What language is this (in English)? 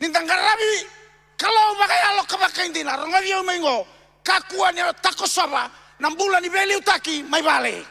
Fijian